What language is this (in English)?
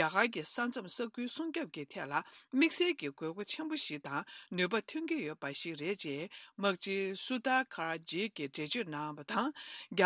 Tibetan